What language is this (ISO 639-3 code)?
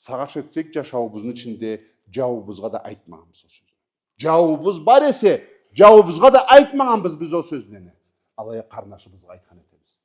krc